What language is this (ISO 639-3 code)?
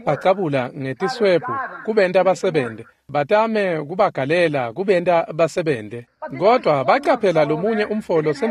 ssw